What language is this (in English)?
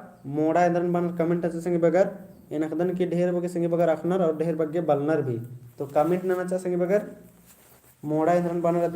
Kurukh